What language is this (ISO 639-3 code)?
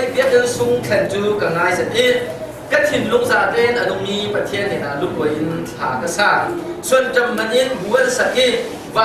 cnh